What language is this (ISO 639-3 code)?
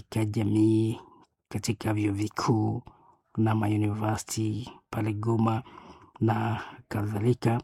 swa